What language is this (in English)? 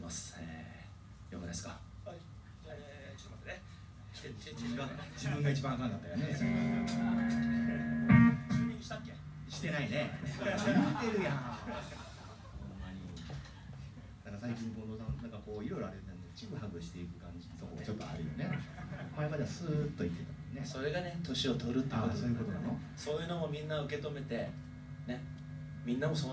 Japanese